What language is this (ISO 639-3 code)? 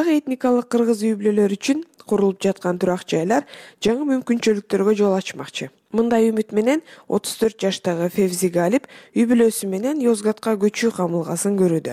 kir